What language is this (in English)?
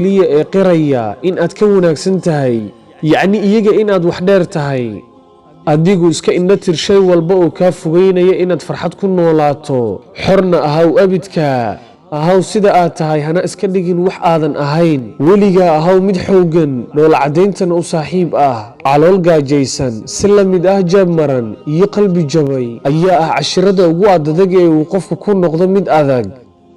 Somali